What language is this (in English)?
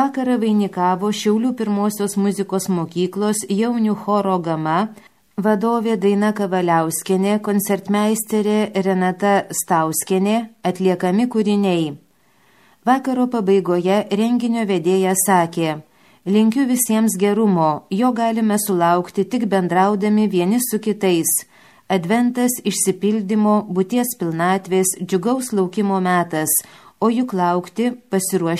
Lithuanian